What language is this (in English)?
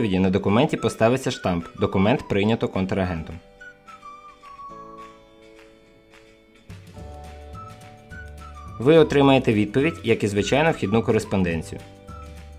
Ukrainian